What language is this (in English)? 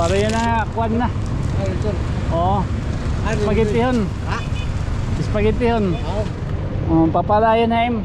Waray